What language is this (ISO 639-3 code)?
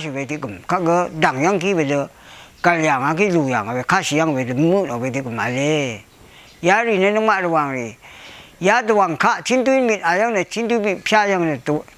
raw